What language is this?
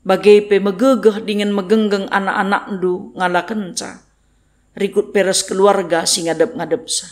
Batak Karo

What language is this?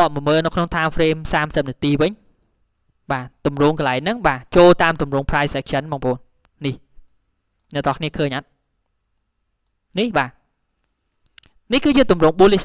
Khmer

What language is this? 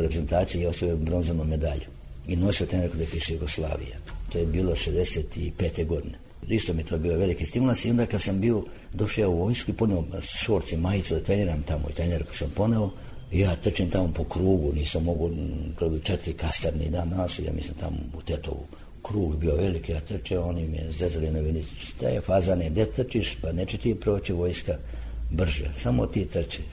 Serbian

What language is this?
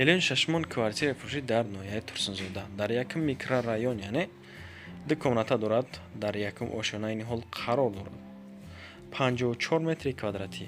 Tajik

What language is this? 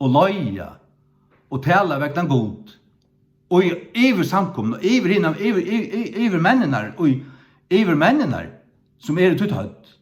Faroese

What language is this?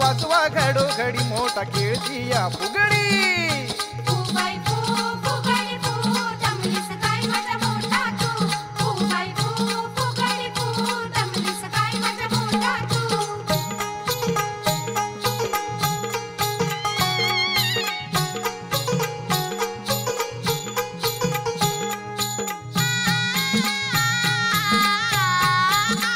Marathi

